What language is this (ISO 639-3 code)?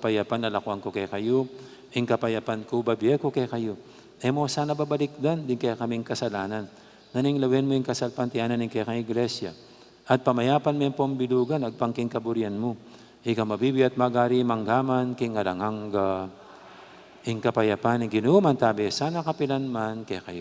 pam